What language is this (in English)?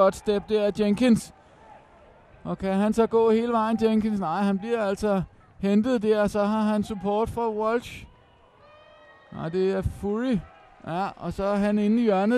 Danish